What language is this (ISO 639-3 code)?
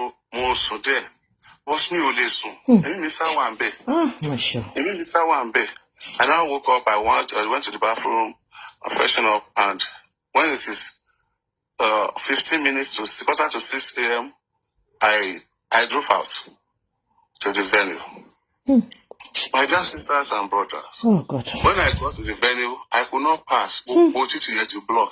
yor